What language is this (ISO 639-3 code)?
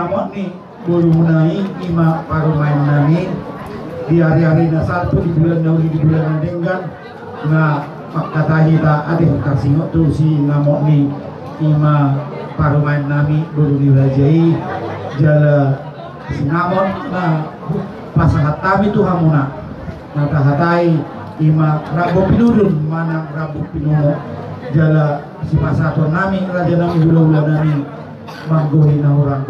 bbc